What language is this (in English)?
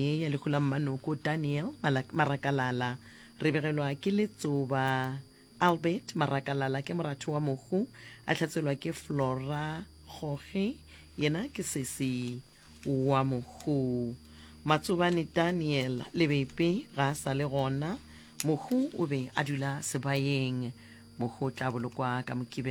Northern Sotho